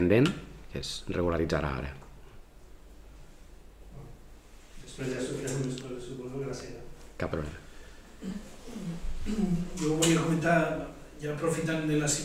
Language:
Catalan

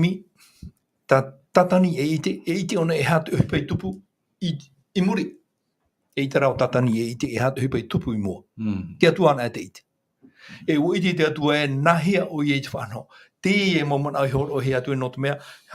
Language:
Tahitian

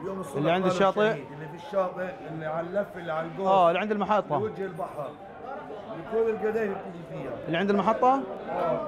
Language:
North Levantine Arabic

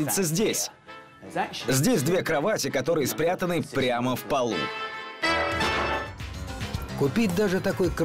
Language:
Russian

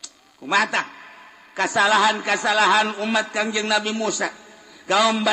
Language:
Sundanese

